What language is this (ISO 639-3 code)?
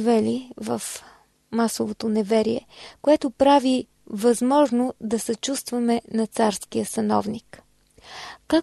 bul